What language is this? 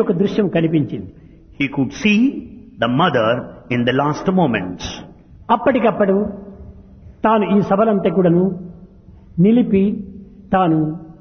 Telugu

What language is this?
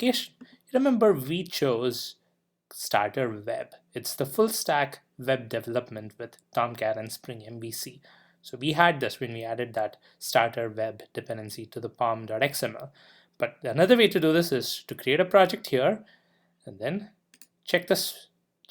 English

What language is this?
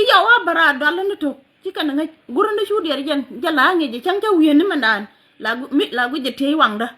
Nuer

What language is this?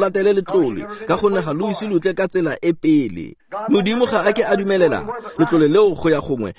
Tswana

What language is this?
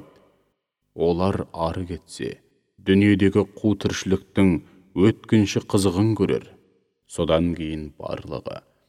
Kazakh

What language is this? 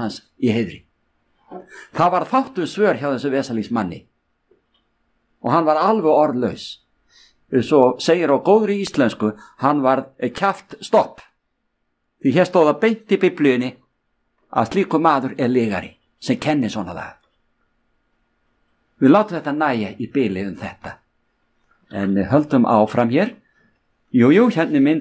Icelandic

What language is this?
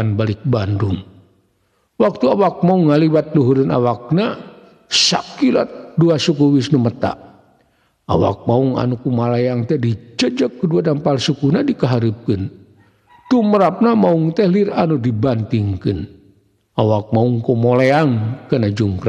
Sundanese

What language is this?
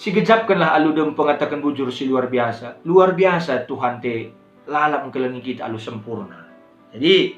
Batak Karo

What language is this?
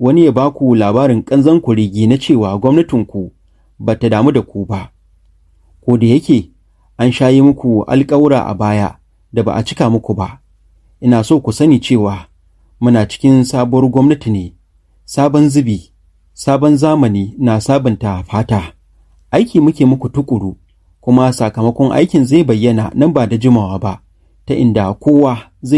Hausa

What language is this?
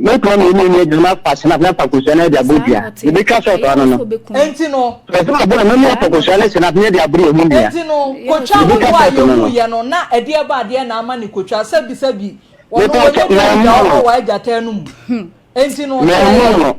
Akan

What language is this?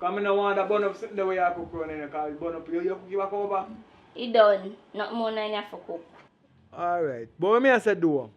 Jamaican Creole English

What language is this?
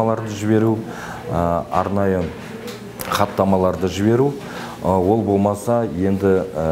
Kazakh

